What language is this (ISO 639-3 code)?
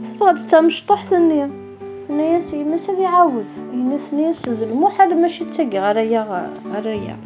kab